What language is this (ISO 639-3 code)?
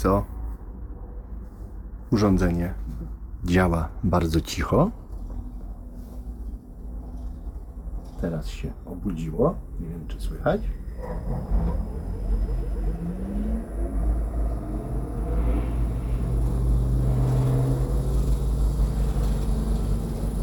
pol